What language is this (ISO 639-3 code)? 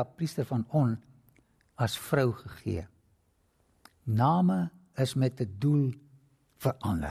afr